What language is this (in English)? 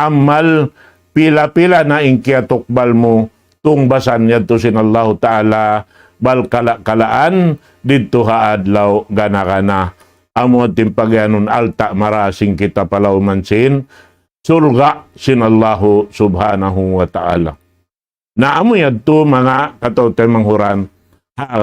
Tausug